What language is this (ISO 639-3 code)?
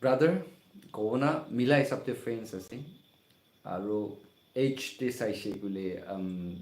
nag